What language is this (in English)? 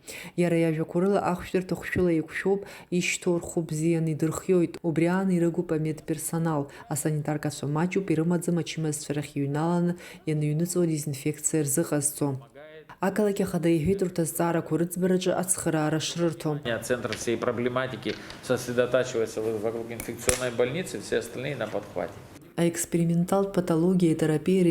Abkhazian